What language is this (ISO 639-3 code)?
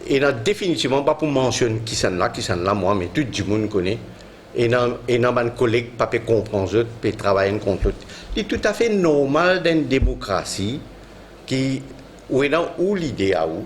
mfe